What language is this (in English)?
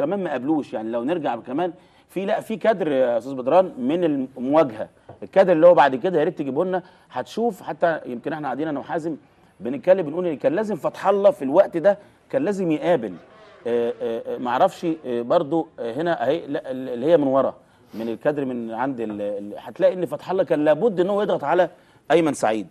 Egyptian Arabic